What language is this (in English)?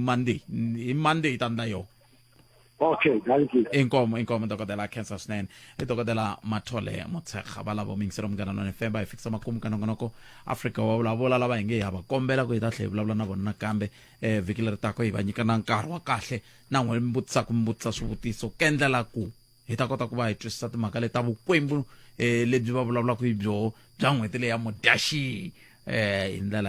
Tsonga